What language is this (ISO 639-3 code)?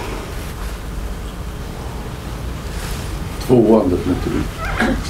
swe